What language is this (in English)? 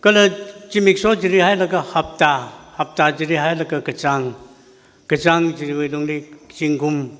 Tangkhul Naga (India)